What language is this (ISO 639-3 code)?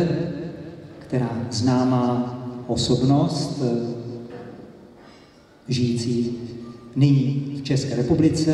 ces